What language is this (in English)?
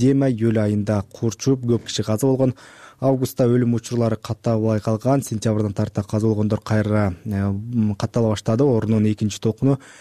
Kyrgyz